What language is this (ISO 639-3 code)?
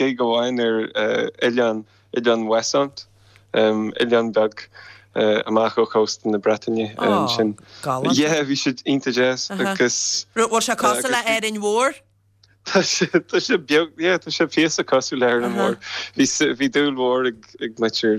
gle